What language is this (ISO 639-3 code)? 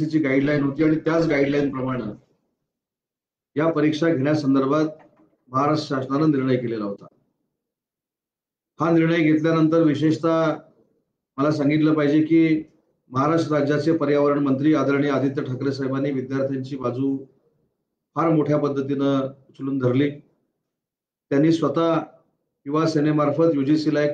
mar